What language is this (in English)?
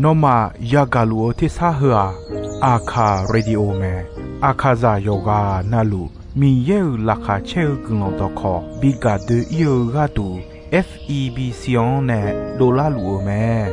Akha